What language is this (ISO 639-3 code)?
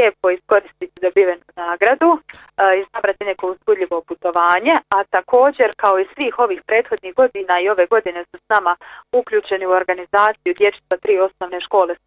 bos